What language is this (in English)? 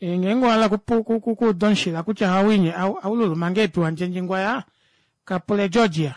Kuanyama